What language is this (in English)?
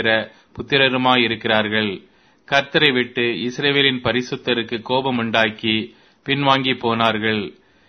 Tamil